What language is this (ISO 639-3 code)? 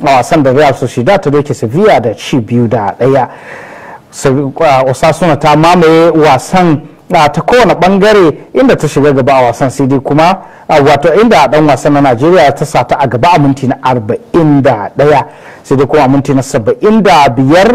hau